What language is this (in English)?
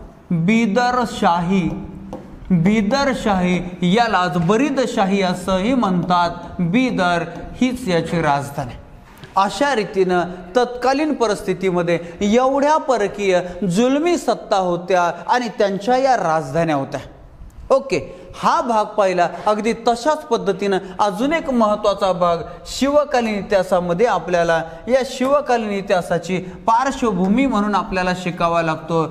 Marathi